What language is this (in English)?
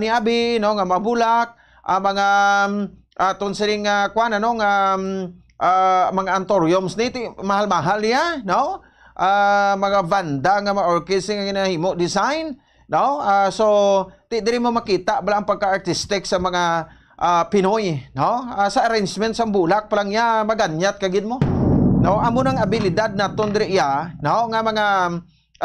Hiligaynon